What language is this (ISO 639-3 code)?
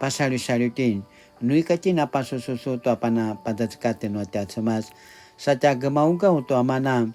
pwn